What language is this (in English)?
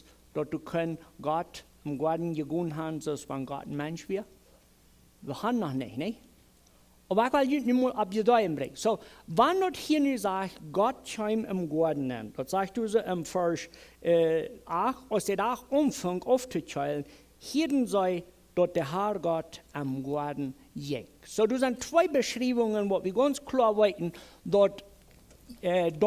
Plautdietsch